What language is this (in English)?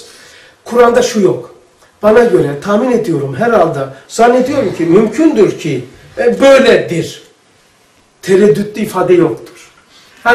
Turkish